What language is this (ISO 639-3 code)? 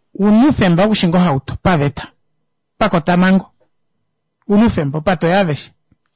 kua